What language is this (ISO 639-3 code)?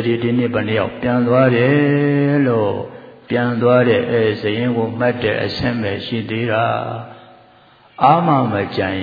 mya